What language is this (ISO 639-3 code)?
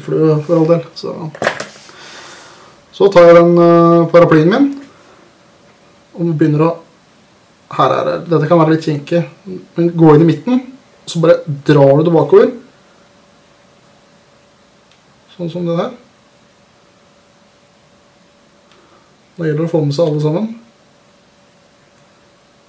nor